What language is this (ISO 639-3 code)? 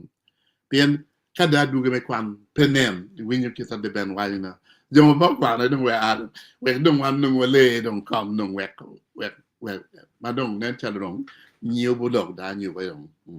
ach